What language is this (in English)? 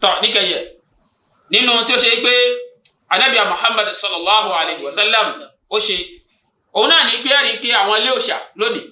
Yoruba